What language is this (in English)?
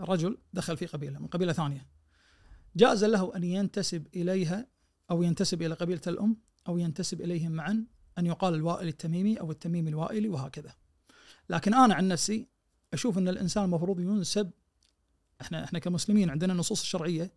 Najdi Arabic